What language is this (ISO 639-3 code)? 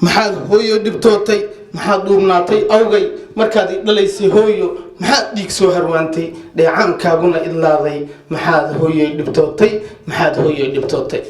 som